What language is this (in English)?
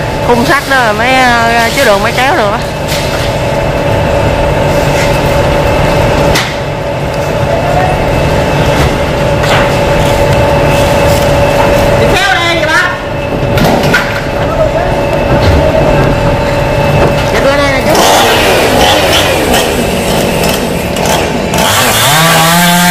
Vietnamese